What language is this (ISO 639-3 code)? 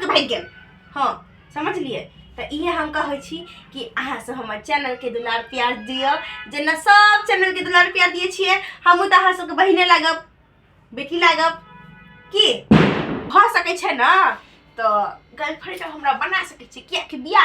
mai